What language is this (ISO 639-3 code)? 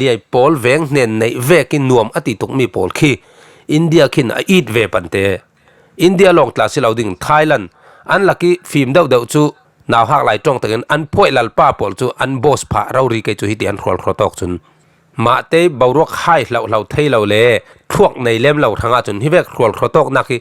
cfm